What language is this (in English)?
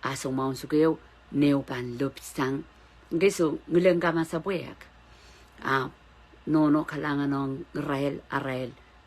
Pohnpeian